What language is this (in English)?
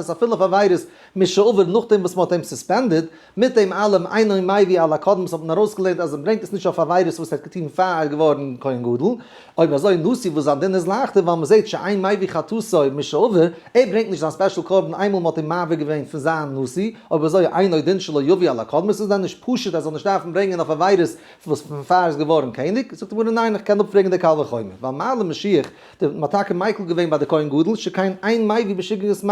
Yiddish